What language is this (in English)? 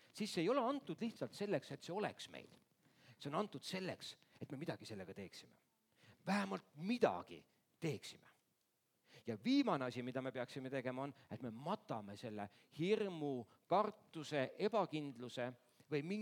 Estonian